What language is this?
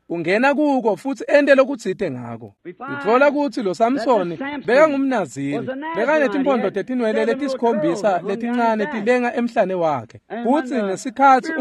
Swati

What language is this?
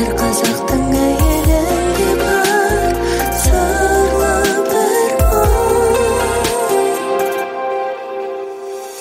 Kazakh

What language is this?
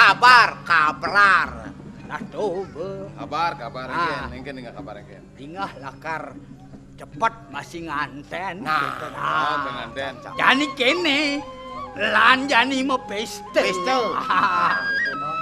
Balinese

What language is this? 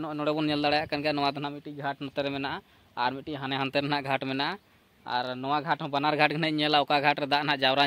Santali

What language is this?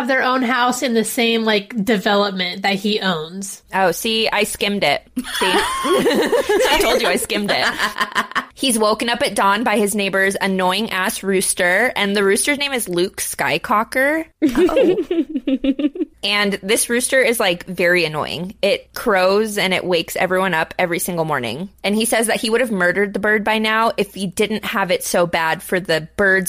English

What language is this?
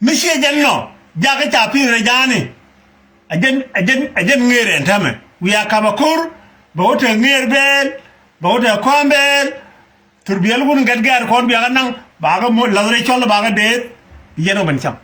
Nuer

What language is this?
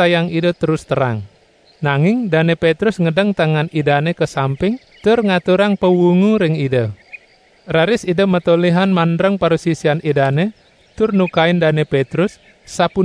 Balinese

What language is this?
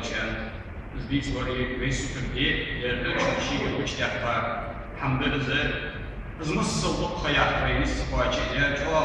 Ingush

